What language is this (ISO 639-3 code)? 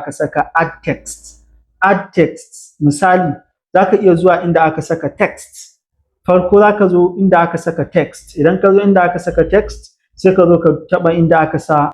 hau